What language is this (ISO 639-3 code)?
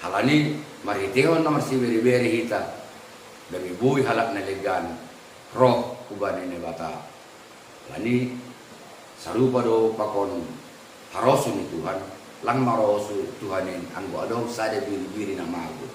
bts